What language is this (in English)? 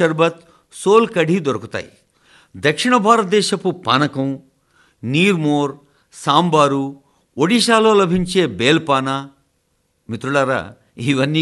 Telugu